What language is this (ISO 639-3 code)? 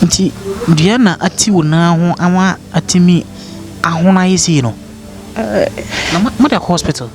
aka